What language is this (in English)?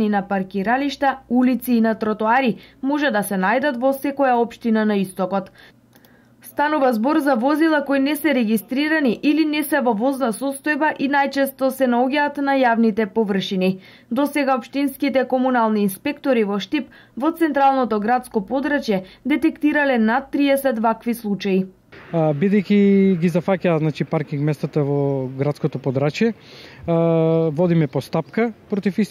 Macedonian